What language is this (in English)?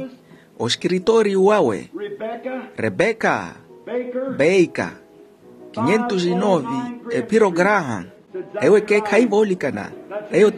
Makhuwa